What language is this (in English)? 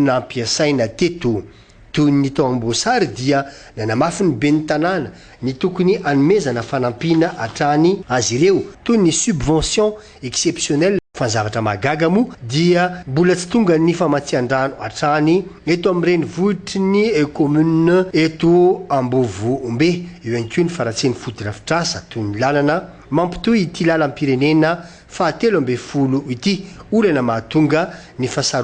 Malagasy